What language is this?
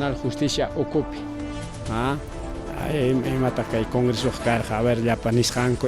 Ayacucho Quechua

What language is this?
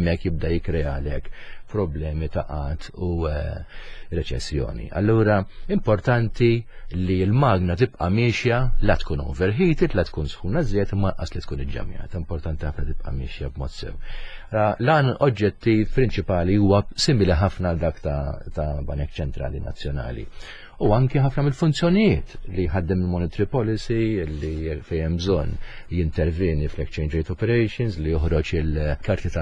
Maltese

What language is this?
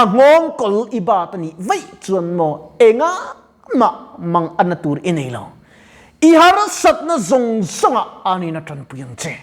Mizo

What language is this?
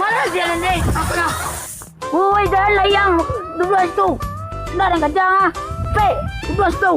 Minangkabau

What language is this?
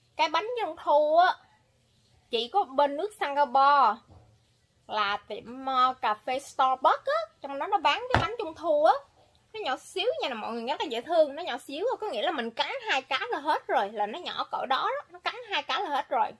Vietnamese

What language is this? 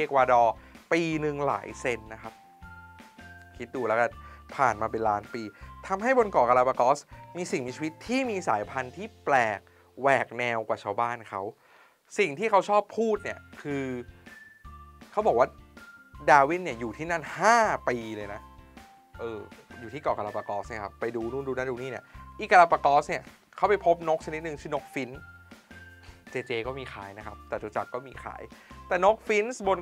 Thai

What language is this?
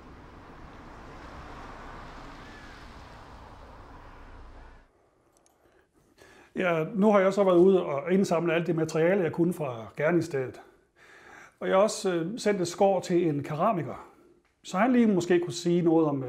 Danish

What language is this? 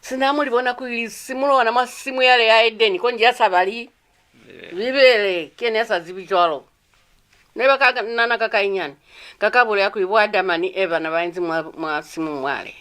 Lozi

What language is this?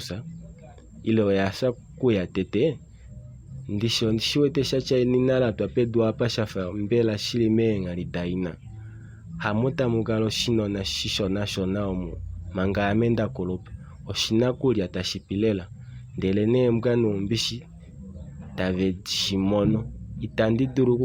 Kuanyama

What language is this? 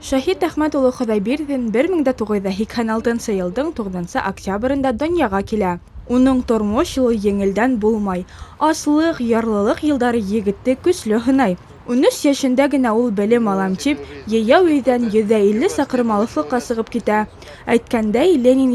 Bashkir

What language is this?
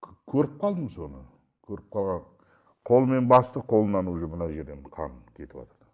Kazakh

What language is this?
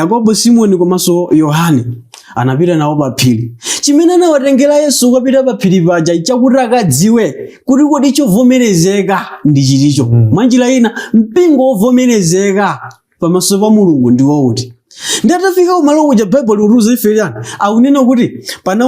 Nyanja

